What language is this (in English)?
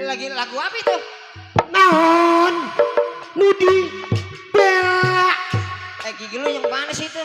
Betawi